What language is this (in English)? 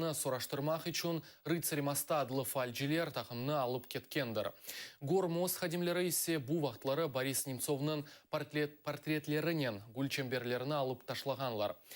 Crimean Tatar